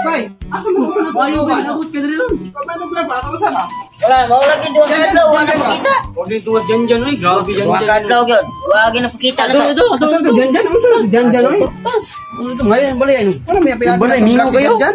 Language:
Cebuano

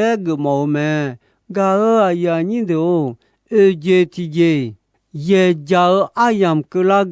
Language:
Akha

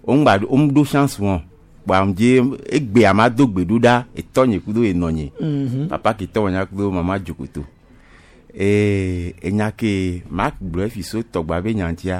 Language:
Gen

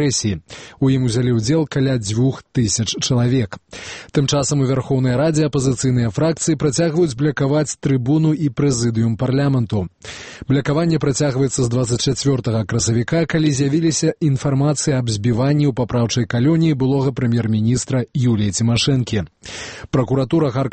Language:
Belarusian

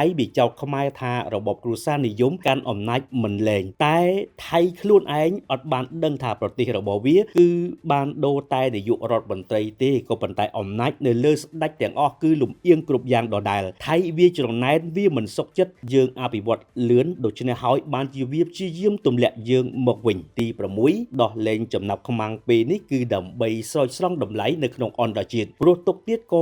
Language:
Khmer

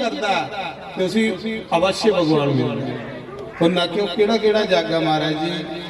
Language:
Dogri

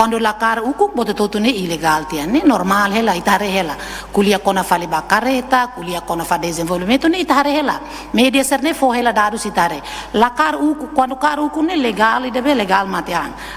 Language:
Tetum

